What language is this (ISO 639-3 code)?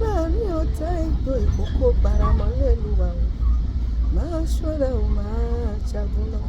yor